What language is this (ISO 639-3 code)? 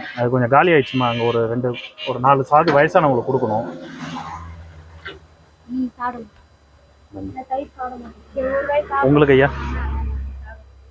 tam